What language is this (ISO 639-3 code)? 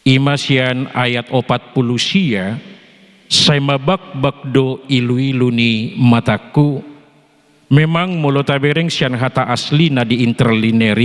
bbc